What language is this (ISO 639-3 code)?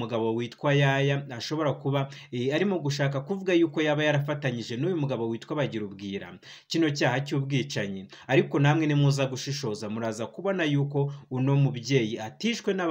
kin